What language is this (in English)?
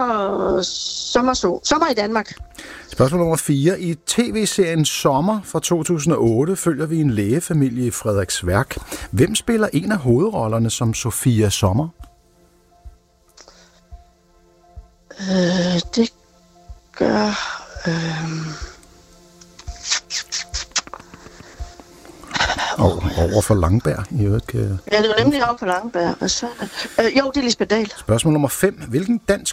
Danish